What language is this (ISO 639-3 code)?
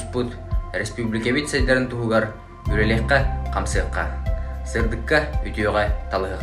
sah